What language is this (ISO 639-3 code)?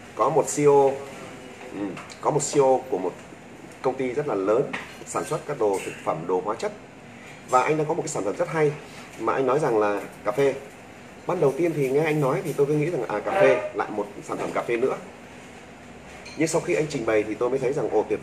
vie